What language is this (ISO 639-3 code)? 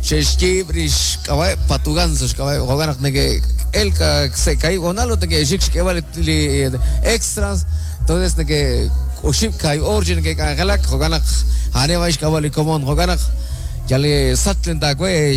kek